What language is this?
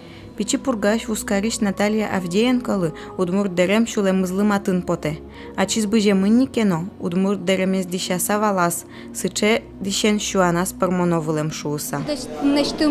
Udmurt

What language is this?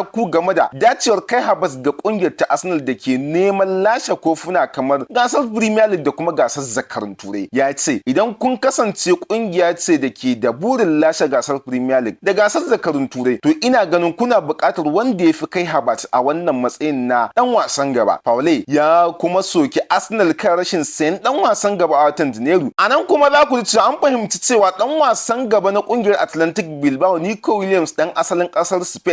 Hausa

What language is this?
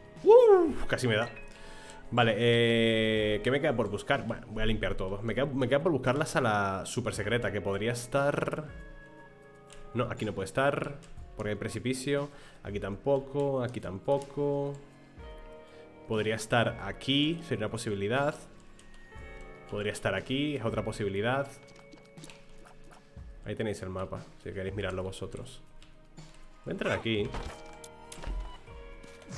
Spanish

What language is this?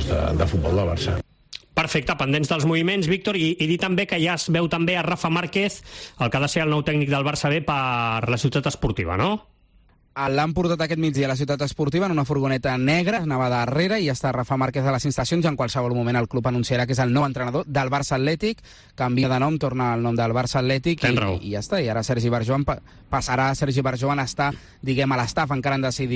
Catalan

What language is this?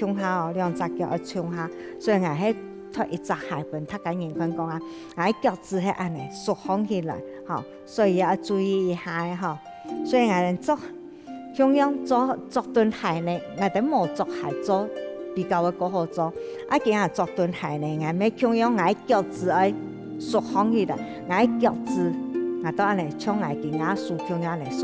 Hakka Chinese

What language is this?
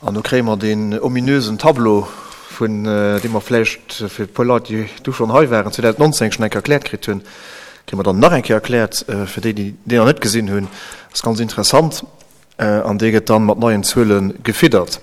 Luxembourgish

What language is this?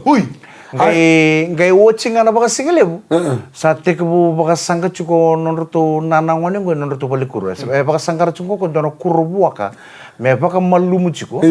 Fijian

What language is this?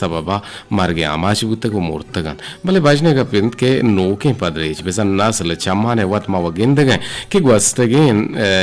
Eastern Balochi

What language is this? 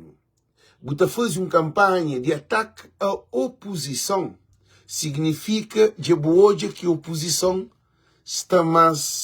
Kabuverdianu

